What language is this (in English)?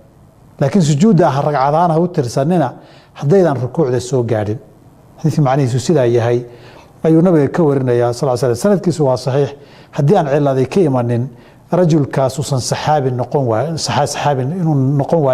Somali